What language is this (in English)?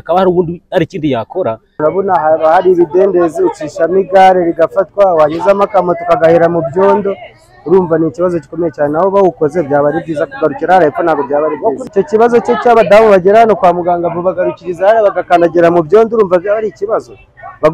Kinyarwanda